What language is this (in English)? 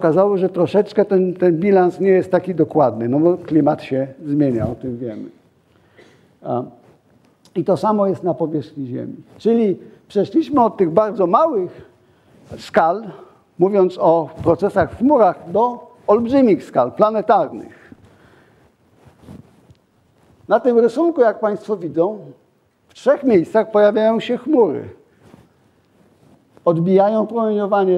Polish